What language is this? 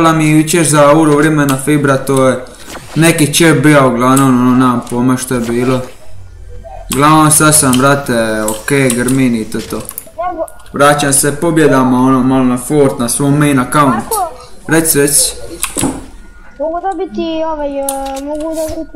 Croatian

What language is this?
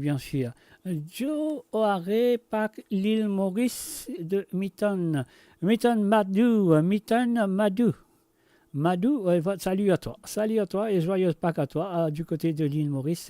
Morisyen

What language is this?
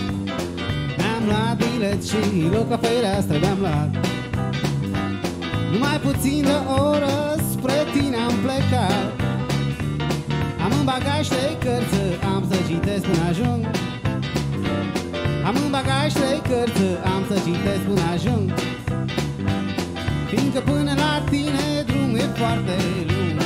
Romanian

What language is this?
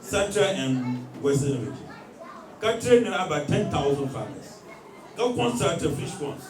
Dagbani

